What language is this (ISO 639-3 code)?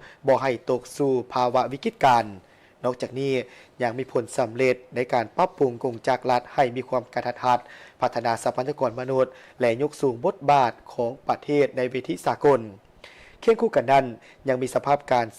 lao